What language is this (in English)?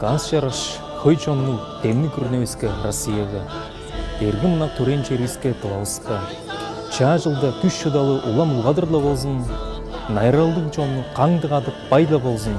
Tuvinian